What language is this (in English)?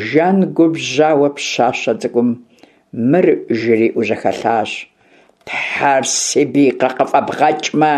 Kabardian